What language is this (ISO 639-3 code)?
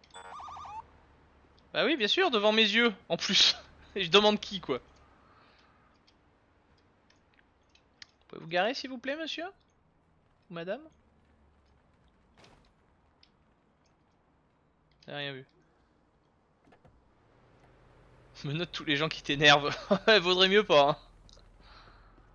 fra